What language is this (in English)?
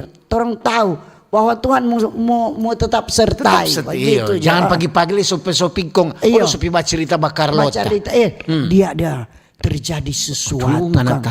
Manado Malay